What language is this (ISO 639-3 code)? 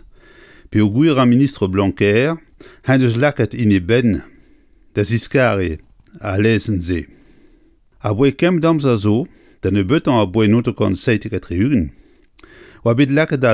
bre